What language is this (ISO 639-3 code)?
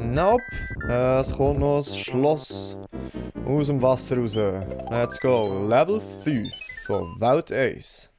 gsw